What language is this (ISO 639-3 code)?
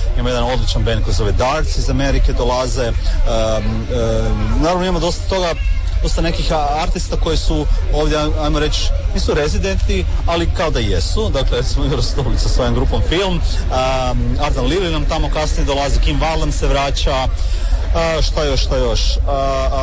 hrv